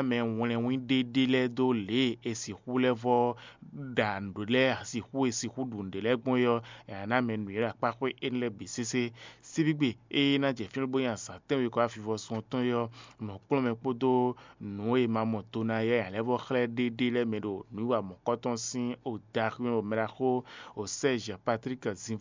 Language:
Fon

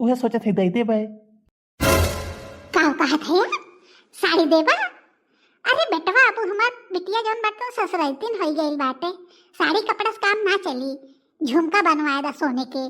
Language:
Bhojpuri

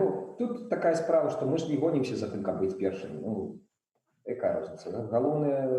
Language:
Belarusian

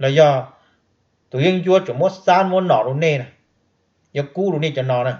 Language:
Hmong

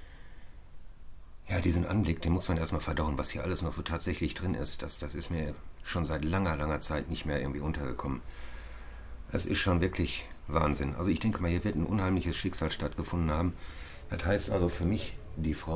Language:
German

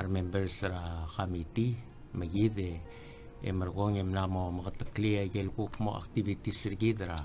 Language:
Palauan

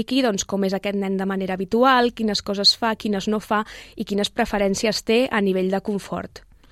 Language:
Catalan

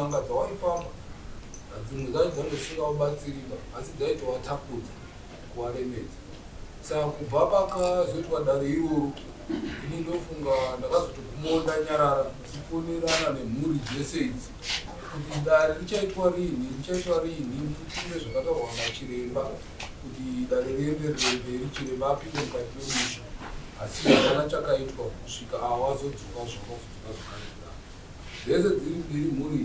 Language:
Shona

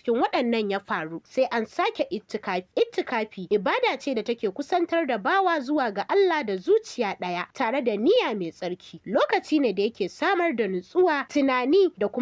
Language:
Hausa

